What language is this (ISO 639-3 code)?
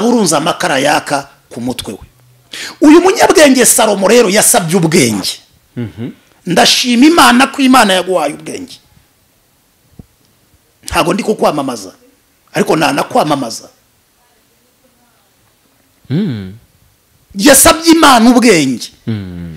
kin